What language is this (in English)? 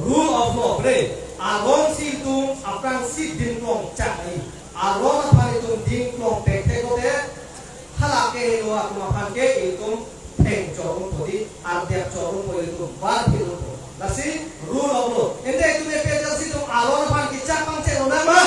Karbi